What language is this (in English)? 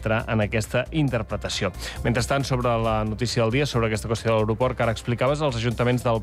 Catalan